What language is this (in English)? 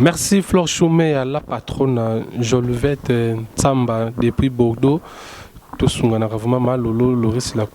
Lingala